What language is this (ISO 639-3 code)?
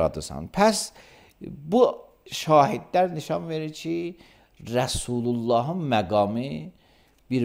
aze